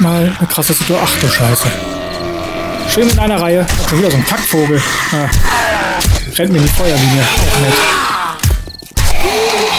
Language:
German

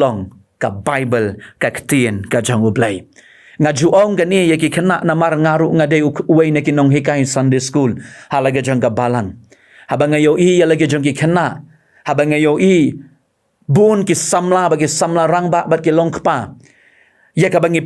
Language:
Khasi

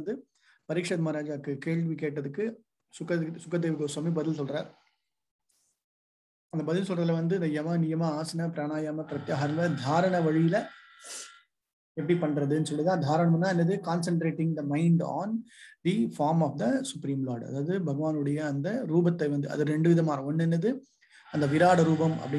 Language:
Tamil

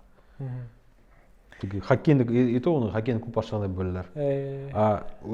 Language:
Bashkir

